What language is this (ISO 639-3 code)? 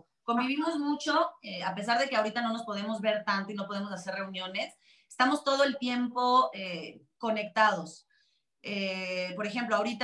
spa